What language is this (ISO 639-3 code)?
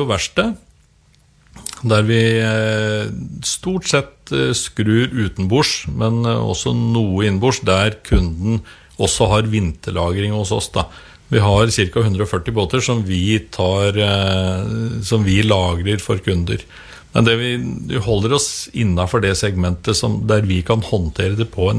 nor